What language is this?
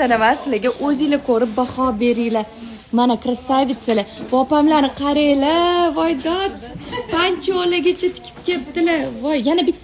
Uzbek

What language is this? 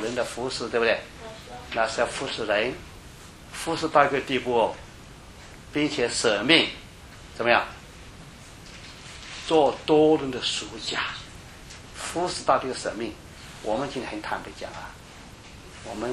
Chinese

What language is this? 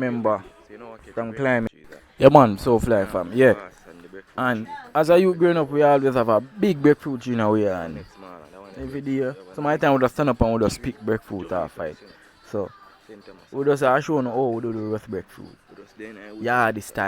Jamaican Creole English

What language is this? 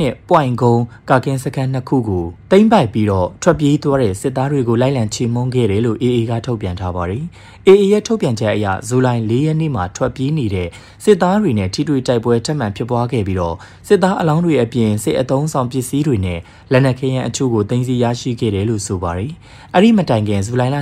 Burmese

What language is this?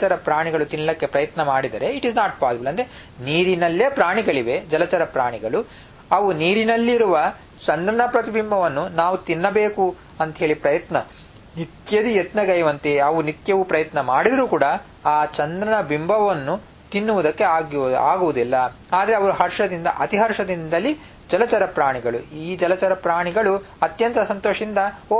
Kannada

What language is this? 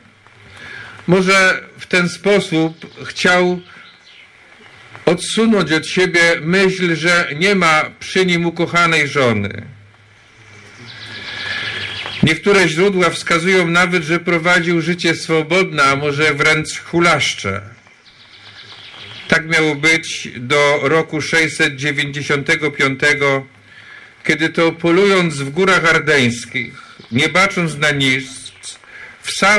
Polish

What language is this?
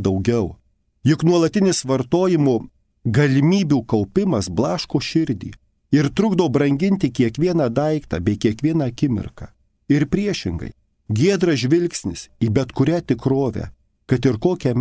Lithuanian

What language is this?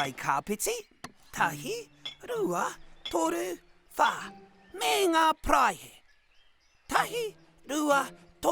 Māori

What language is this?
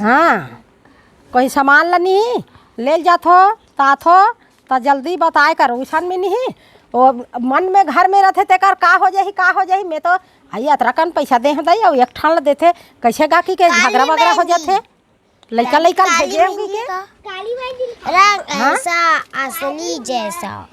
Chhattisgarhi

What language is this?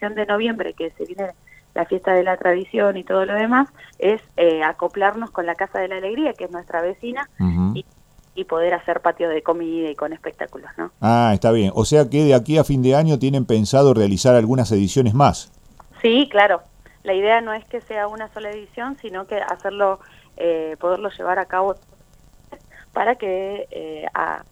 Spanish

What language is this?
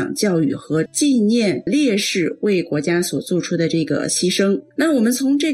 Chinese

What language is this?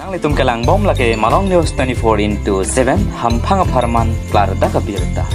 Karbi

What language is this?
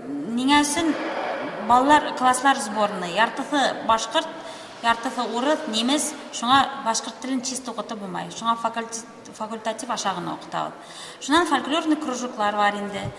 Bashkir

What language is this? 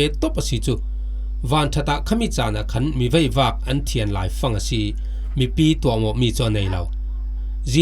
Falam Chin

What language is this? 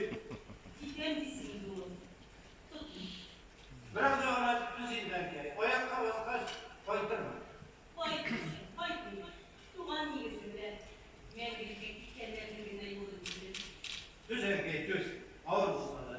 Tatar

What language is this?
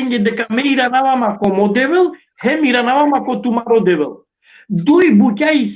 Balkan Romani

